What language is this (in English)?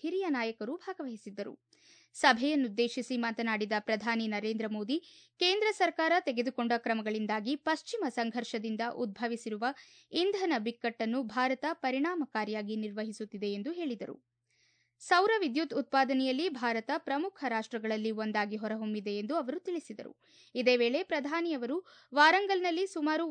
Kannada